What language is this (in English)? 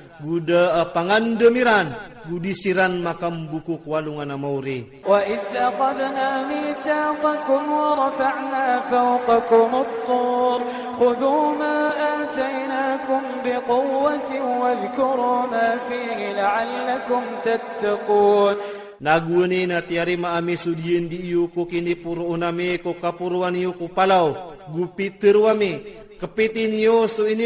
Iranun (Philippines)